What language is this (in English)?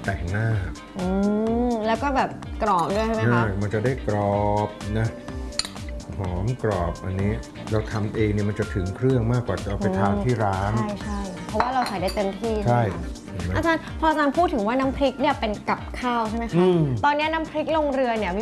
Thai